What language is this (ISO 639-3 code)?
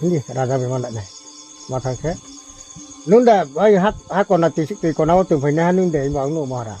ria